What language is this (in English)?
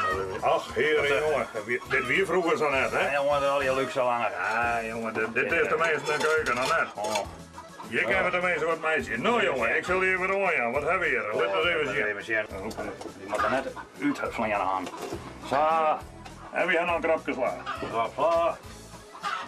Western Frisian